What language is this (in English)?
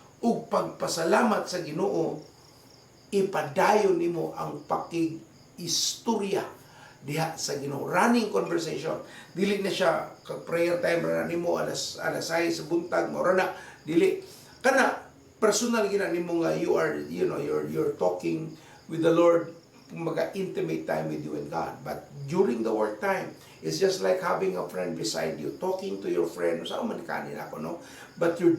Cebuano